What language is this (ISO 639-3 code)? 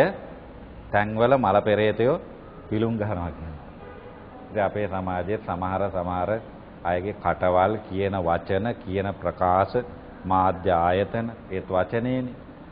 sin